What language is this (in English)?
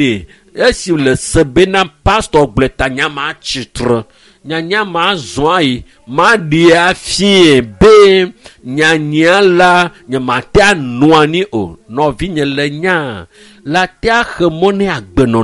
Ewe